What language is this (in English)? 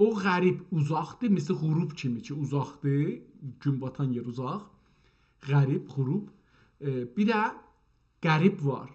South Azerbaijani